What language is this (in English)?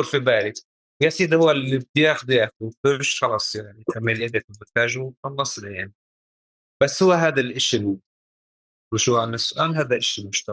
North Levantine Arabic